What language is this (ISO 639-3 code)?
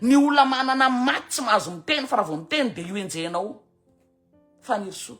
mlg